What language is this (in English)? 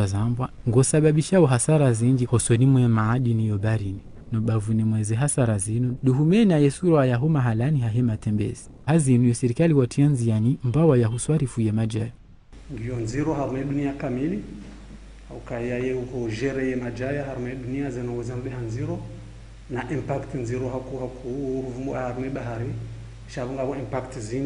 Ngazidja Comorian